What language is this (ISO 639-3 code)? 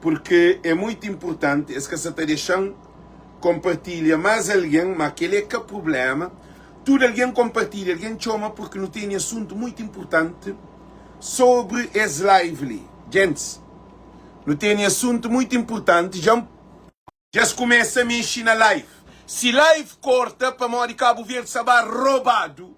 kea